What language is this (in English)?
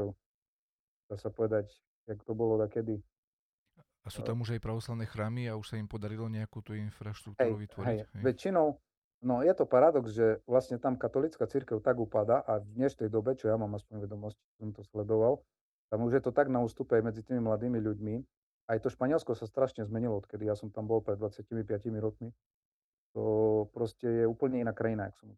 Slovak